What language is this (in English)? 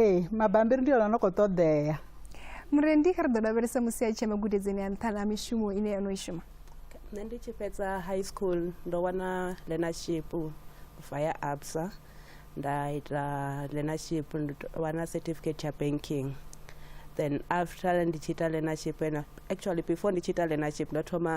Venda